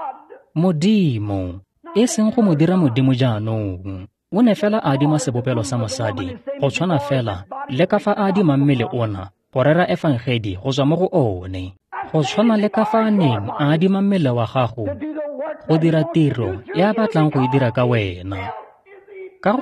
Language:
Tswana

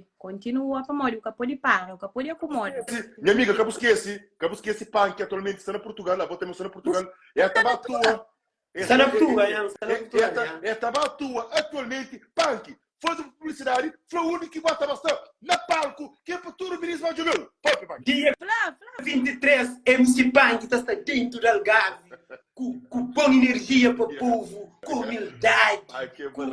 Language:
Kabuverdianu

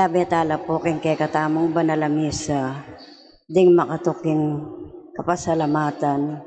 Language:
Pampanga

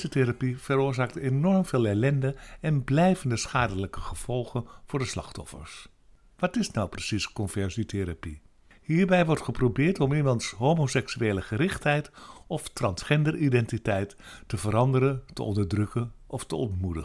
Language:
Dutch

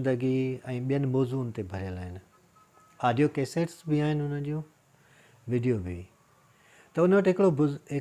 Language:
Sindhi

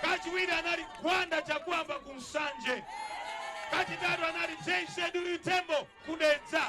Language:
Nyanja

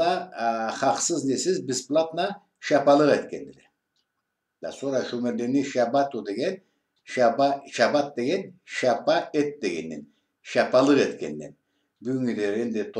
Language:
Karachay-Balkar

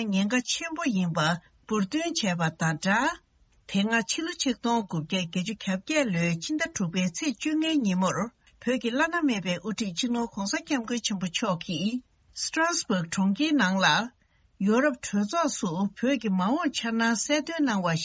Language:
Tibetan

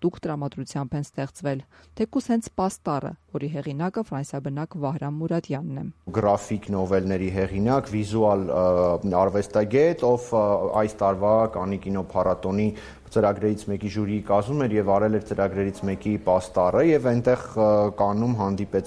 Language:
Armenian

